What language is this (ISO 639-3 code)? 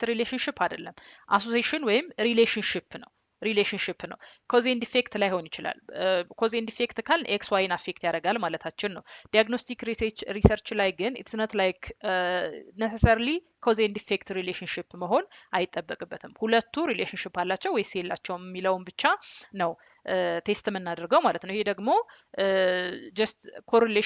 amh